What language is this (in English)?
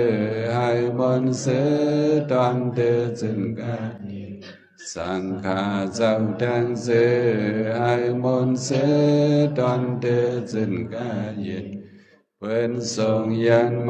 Shan